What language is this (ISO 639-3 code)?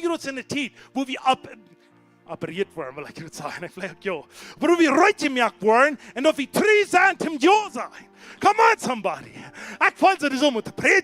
pdt